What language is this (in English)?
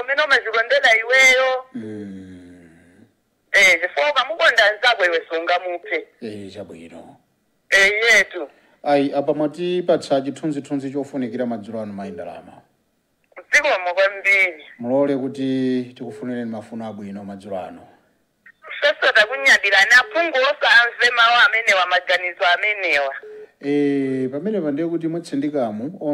Nyanja